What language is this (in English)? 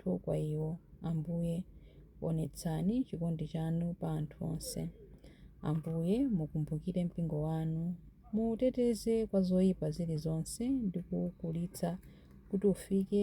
Nyanja